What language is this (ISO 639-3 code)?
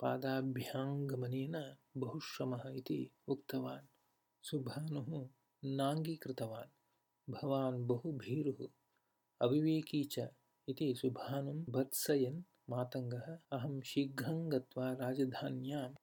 san